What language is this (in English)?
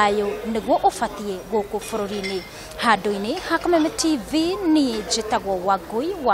Kikuyu